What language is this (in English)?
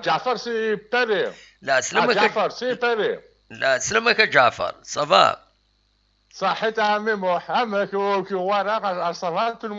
Kabyle